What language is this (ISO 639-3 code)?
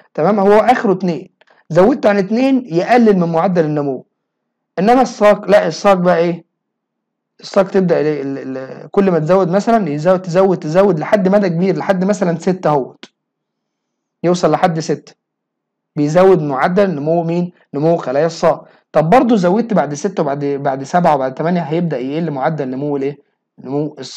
arz